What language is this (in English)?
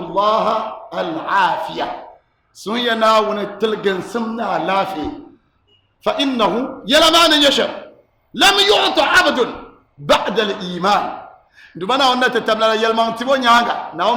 Dagbani